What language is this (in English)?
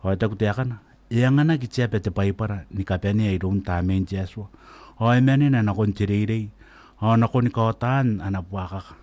Gilbertese